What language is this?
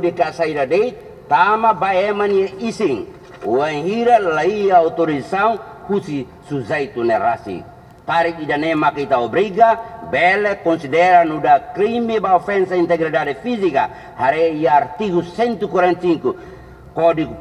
Tetum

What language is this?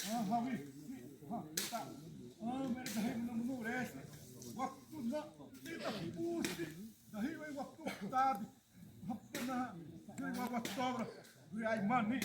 Xavánte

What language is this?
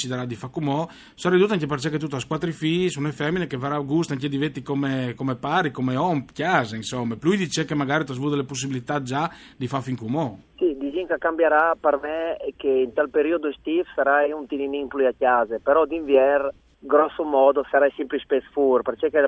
Friulian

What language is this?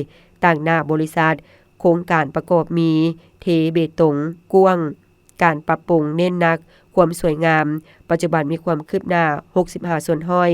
Lao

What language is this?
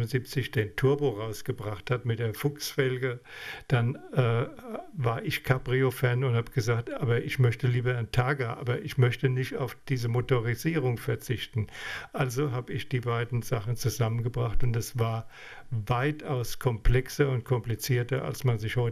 German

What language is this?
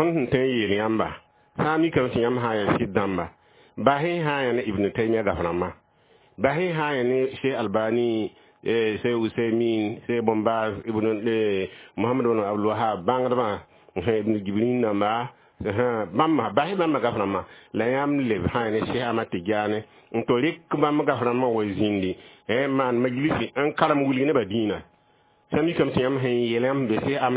Mossi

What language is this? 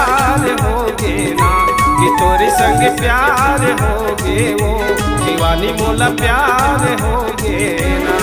Chhattisgarhi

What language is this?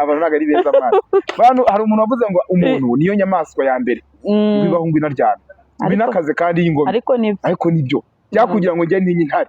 Kinyarwanda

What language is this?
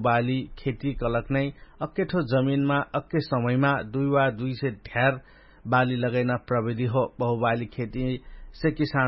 Dangaura Tharu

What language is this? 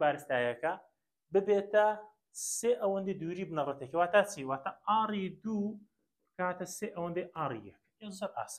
Central Kurdish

